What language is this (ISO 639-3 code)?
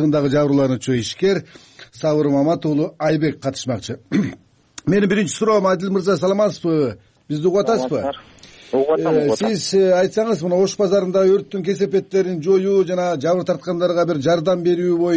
kir